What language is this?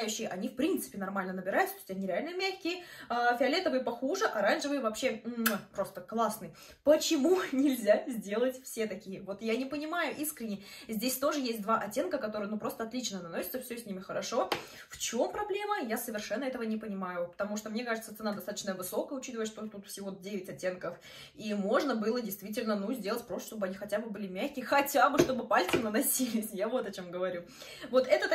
Russian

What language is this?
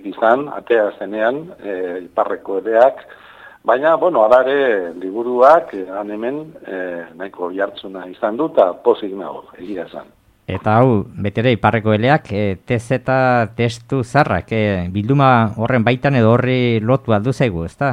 Basque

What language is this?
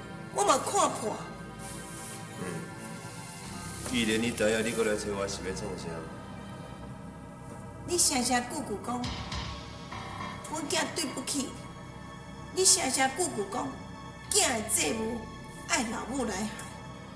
Min Nan Chinese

